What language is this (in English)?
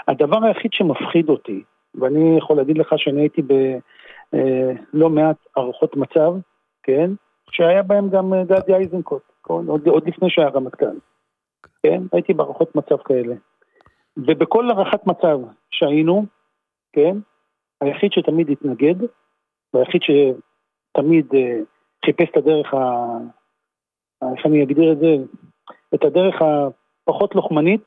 Hebrew